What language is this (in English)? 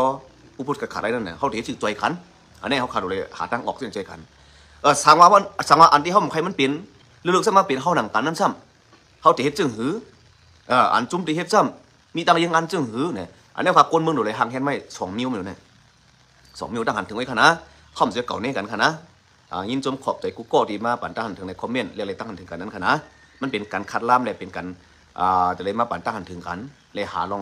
Shan